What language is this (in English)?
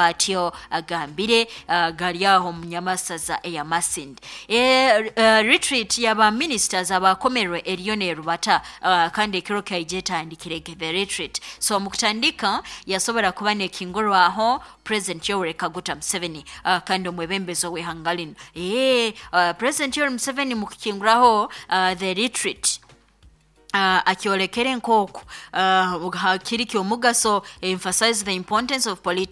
Nyoro